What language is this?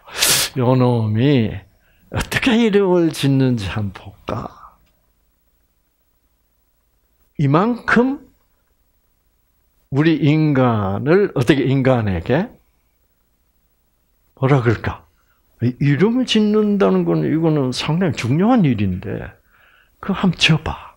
Korean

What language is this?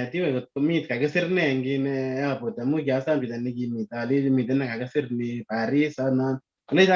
Kalenjin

